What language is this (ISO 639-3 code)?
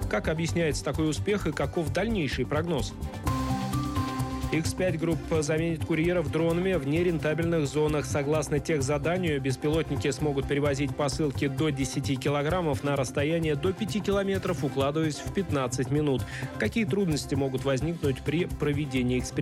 rus